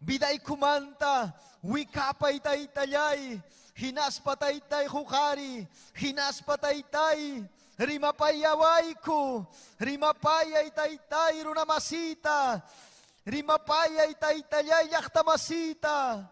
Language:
Ayacucho Quechua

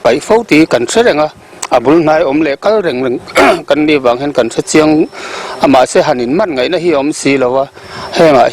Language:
Mizo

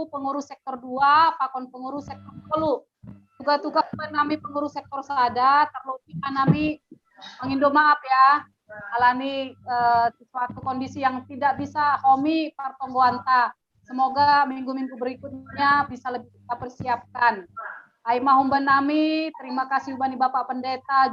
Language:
Batak Simalungun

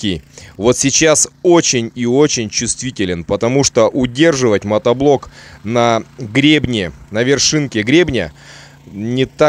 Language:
Russian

